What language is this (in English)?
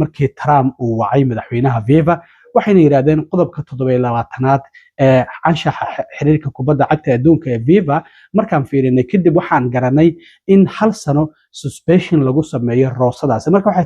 Somali